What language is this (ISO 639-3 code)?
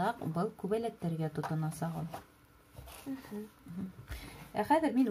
bak